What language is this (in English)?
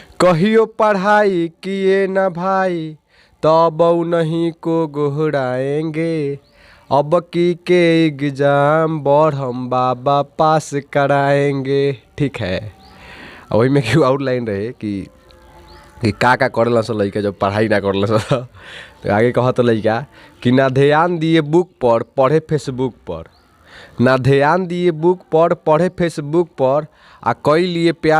Bhojpuri